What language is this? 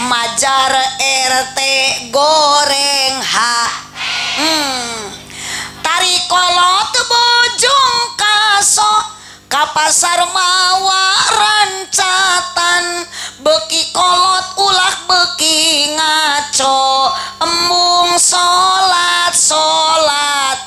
Sundanese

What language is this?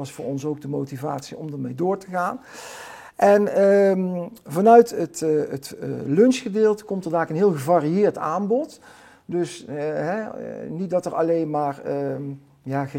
Limburgish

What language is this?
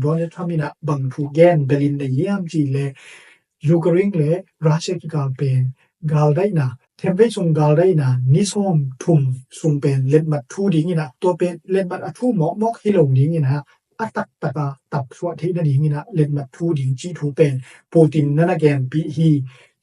Tedim Chin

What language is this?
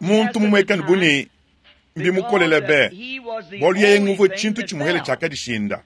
Luba-Lulua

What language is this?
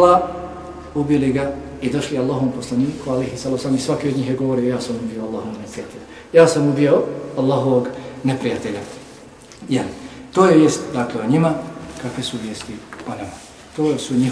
Bosnian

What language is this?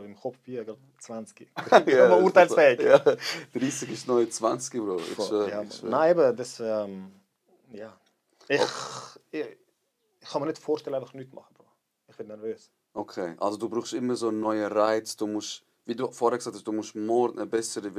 Swiss German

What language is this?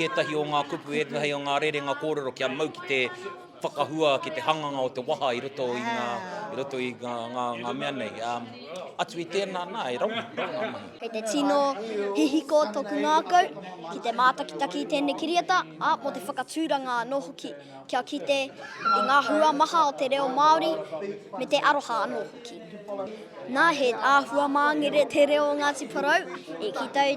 Māori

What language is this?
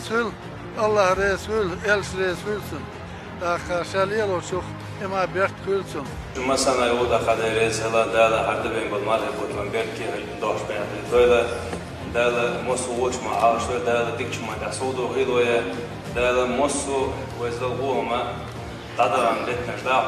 Chechen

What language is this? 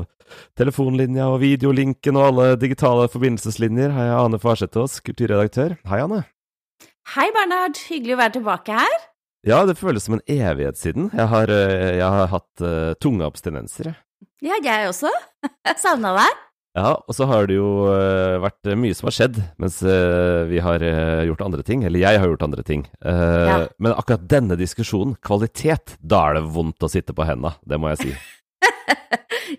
Norwegian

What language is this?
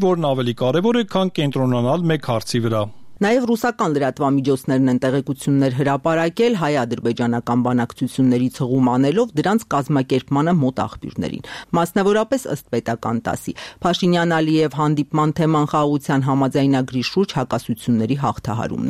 Armenian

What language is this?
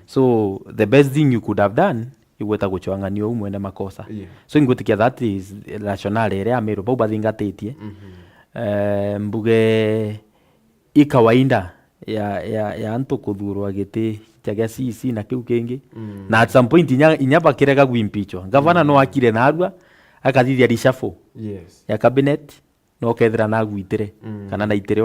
Meru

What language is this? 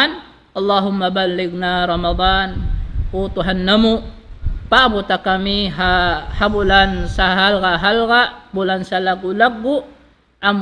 Tausug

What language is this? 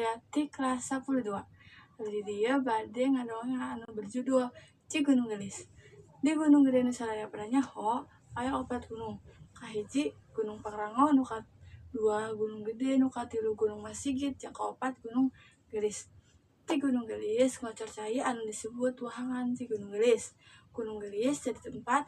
Sundanese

